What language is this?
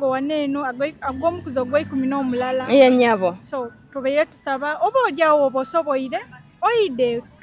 Soga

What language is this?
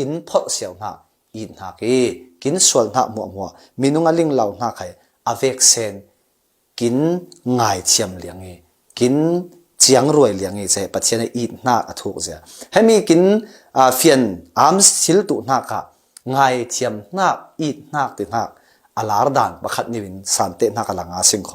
Falam Chin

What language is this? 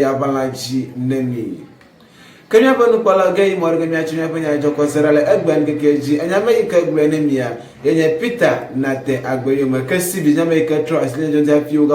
Ewe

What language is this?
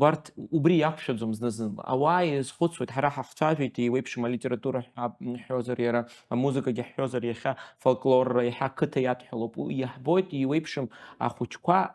Abkhazian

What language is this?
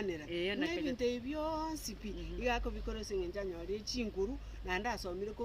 Gusii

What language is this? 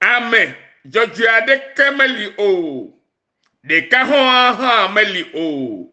Ewe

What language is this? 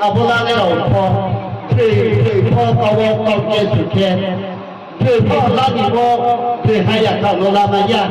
Riang (India)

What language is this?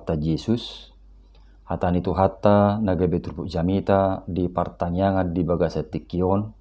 Batak Toba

